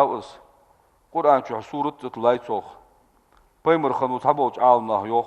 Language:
Ingush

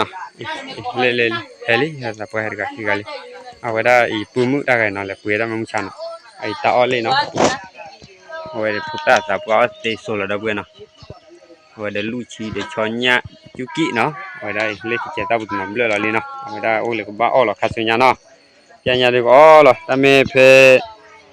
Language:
S'gaw Karen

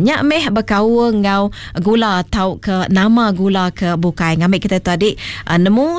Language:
Iban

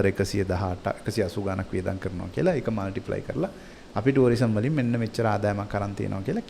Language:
Sinhala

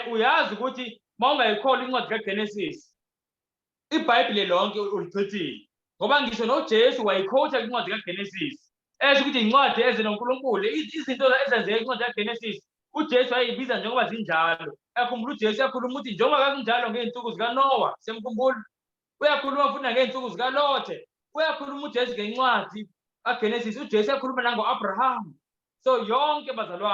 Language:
Zulu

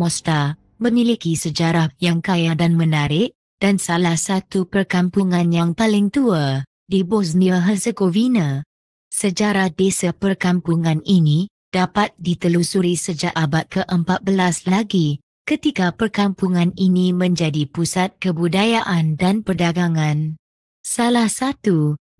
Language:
Malay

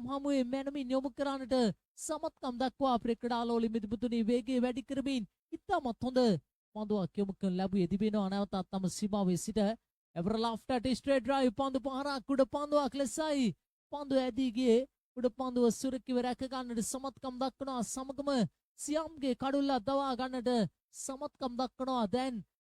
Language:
Sinhala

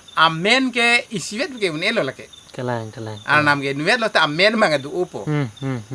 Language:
Karbi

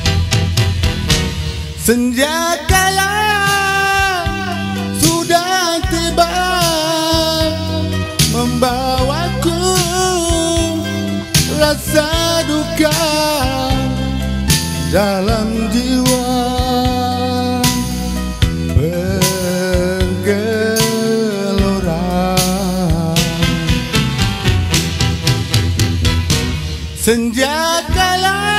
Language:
Malay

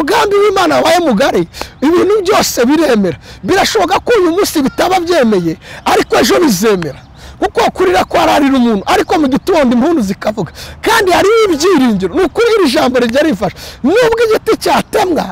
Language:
Kinyarwanda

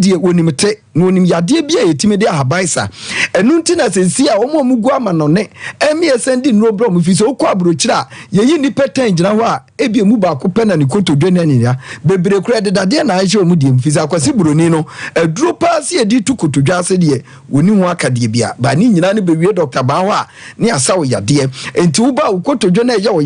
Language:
Akan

